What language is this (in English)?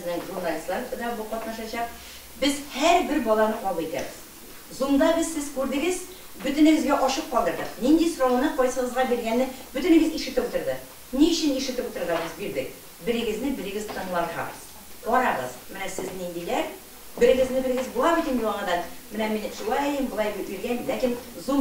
Tatar